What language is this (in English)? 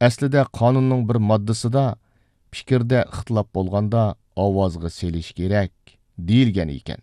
Uyghur